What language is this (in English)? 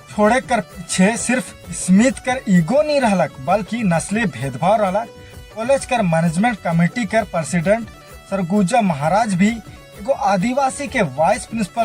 Sadri